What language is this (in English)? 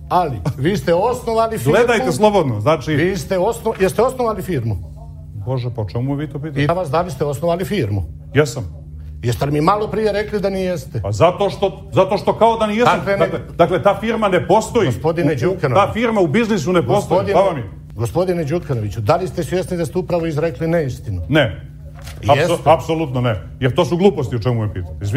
Serbian